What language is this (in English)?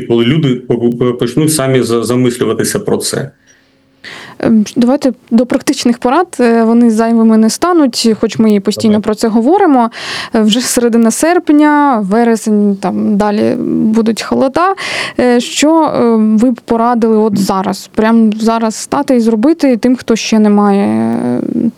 Ukrainian